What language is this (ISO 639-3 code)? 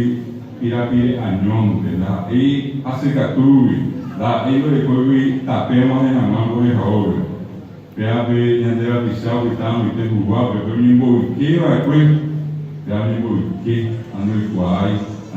grn